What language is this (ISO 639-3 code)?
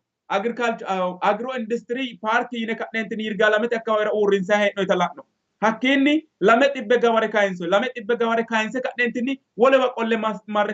sid